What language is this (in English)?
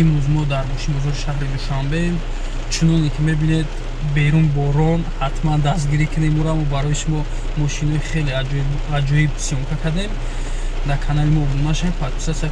Tajik